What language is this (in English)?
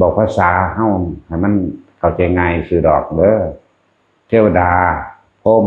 Northeastern Thai